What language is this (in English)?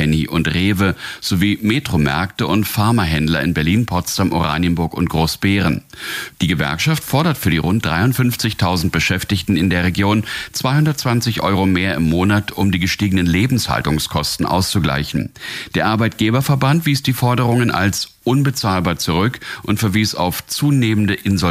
German